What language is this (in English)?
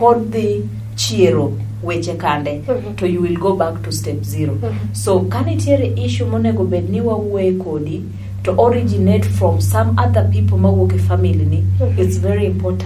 Luo (Kenya and Tanzania)